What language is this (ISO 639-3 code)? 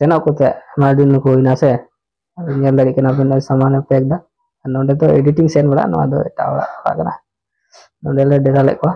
sat